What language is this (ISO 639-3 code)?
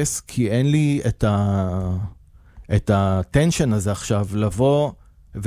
heb